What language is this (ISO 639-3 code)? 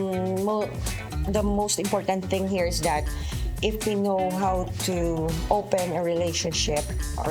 hil